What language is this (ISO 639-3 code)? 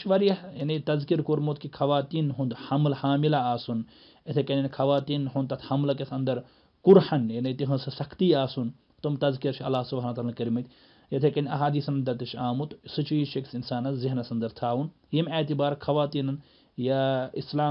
kas